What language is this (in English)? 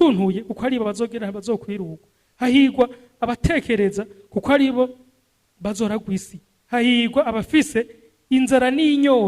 Rundi